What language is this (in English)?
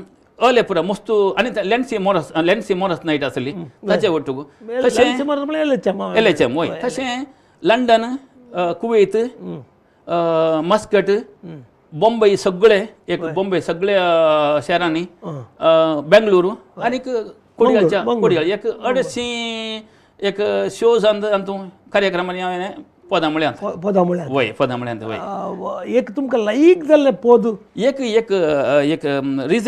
Konkani